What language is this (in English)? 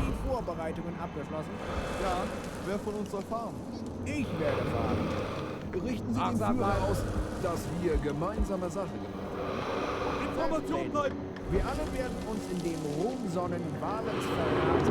Bavarian